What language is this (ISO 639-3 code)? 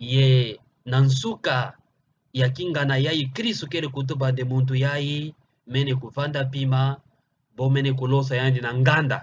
ktu